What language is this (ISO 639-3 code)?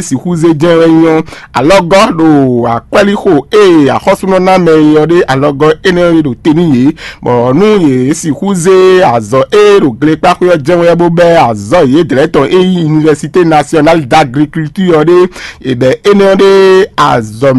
fon